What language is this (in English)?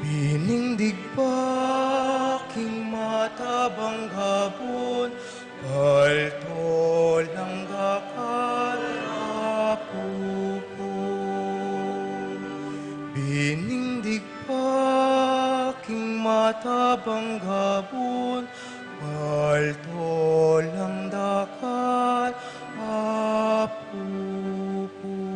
Pampanga